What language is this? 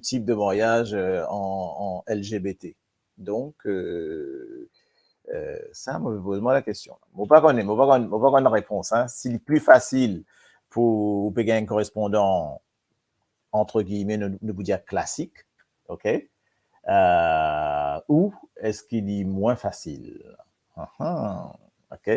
Morisyen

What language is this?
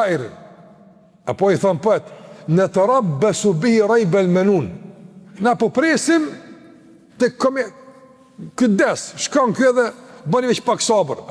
Albanian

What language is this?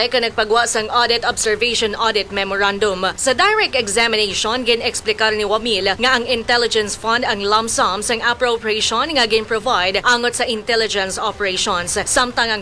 Hiligaynon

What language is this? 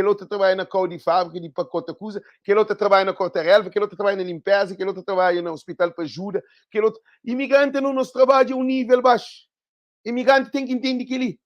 Kabuverdianu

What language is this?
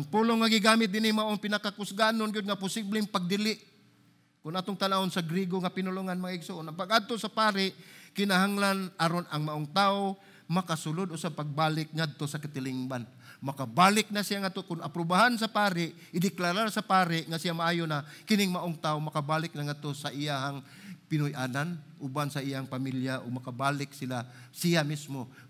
Cebuano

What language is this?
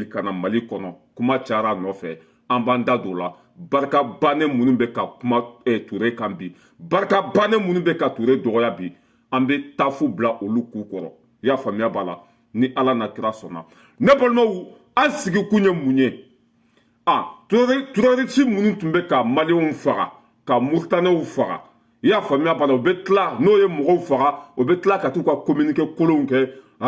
Bambara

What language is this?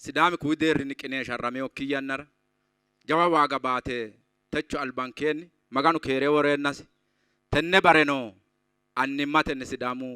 Sidamo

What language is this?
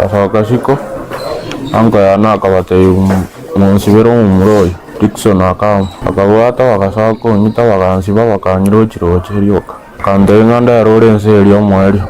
Gusii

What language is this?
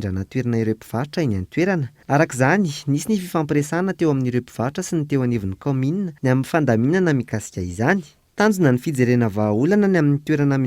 Malagasy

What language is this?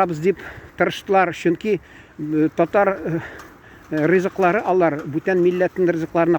Tatar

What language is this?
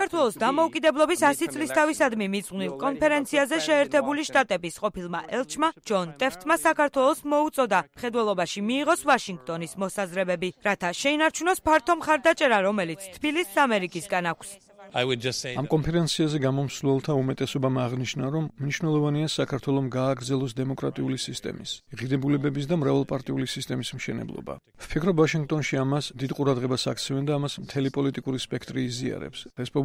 Georgian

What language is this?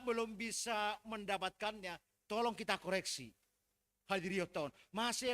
Batak Simalungun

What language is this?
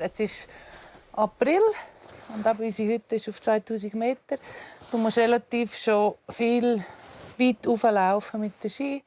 Swiss German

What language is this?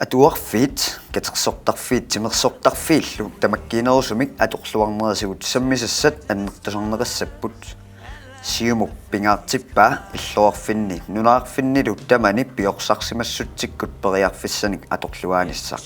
Kalaallisut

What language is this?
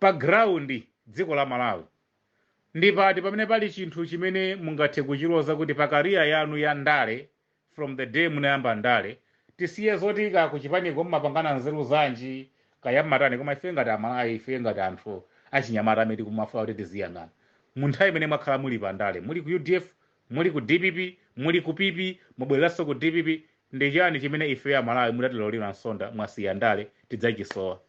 Nyanja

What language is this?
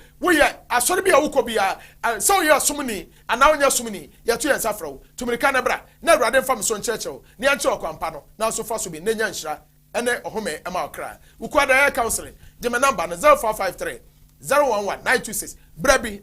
Akan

